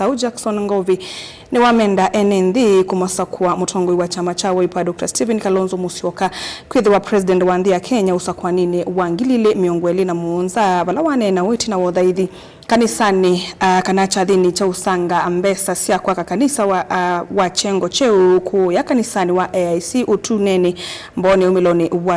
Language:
Kamba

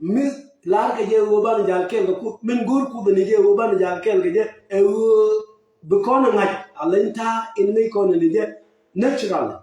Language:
Nuer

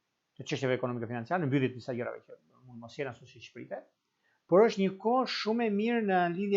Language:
Albanian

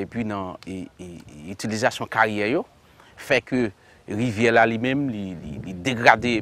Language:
Haitian Creole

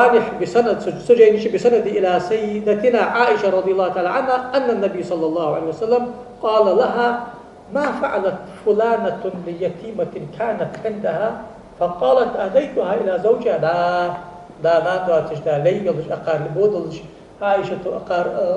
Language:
Ingush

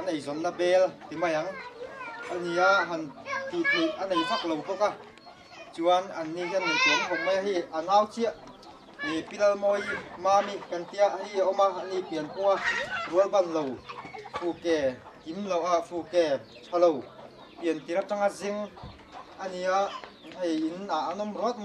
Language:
Mizo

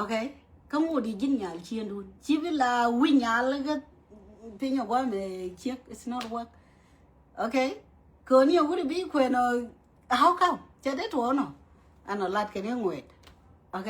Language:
Nuer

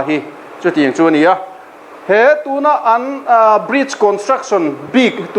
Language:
Mizo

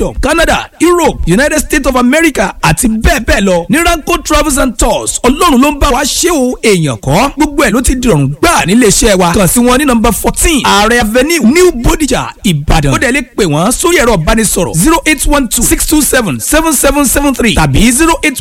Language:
Yoruba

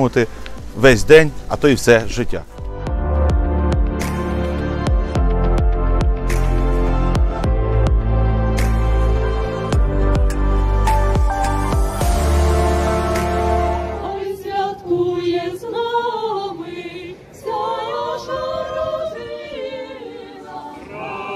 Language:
Ukrainian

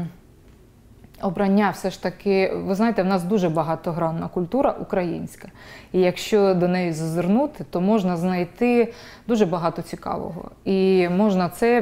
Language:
Ukrainian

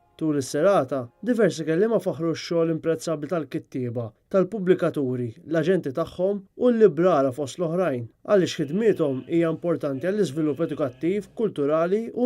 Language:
Maltese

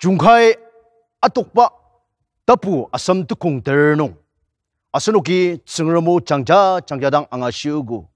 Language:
Ao Naga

